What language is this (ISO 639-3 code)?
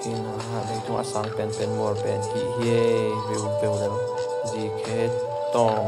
ctd